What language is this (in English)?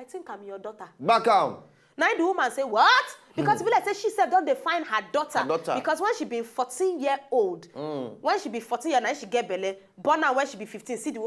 Nigerian Pidgin